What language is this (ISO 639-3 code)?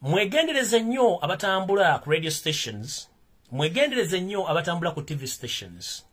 lug